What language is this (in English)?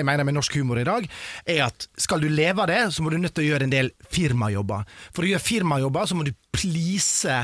Norwegian